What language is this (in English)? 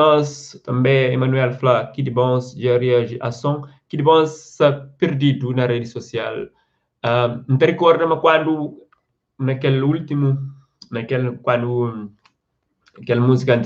Kabuverdianu